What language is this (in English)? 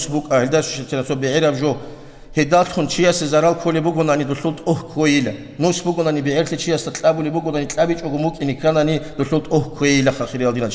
Avaric